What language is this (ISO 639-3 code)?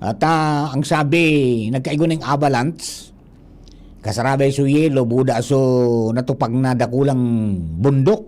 bik